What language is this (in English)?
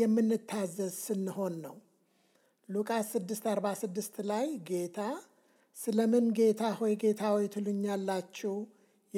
Amharic